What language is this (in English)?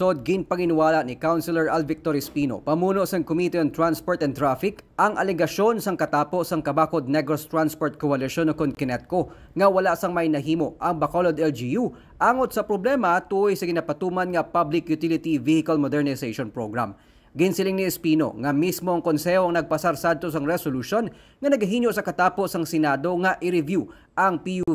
Hiligaynon